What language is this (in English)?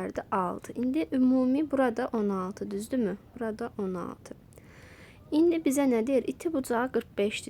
Azerbaijani